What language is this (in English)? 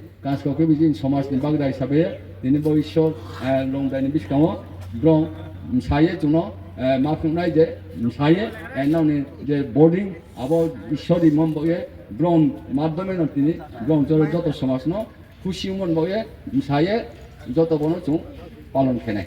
Riang (India)